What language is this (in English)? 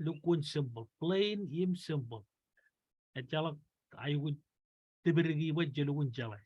Marshallese